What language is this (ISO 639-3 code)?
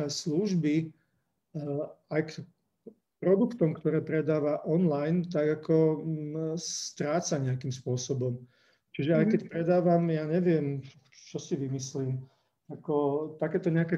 slk